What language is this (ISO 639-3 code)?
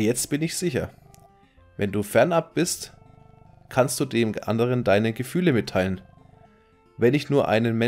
deu